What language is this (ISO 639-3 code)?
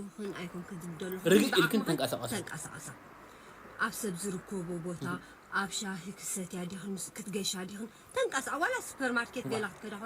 tir